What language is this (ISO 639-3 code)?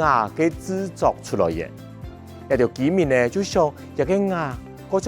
hak